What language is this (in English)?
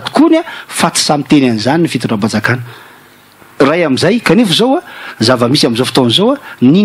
Malagasy